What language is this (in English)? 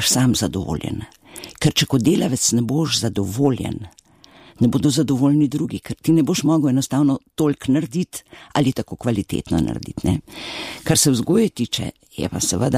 Slovenian